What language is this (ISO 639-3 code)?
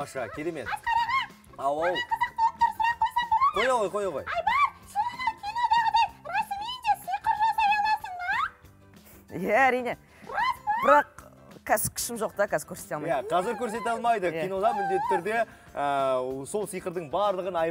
kaz